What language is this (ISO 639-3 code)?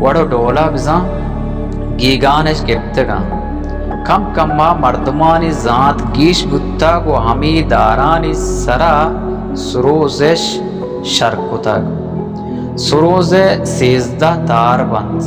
bal